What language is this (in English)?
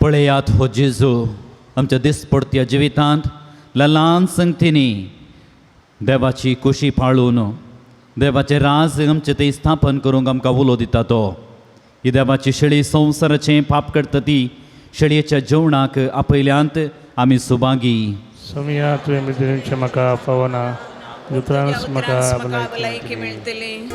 Konkani